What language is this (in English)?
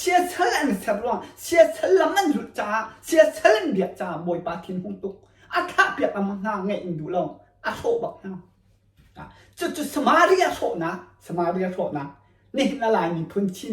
Hakha Chin